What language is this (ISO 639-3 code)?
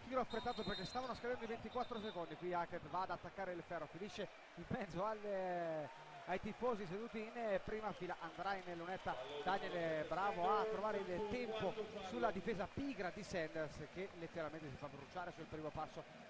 ita